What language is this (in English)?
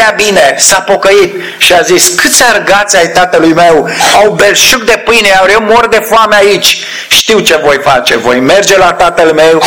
Romanian